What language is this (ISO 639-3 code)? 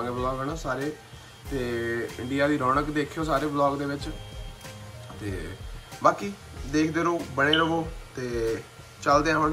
pan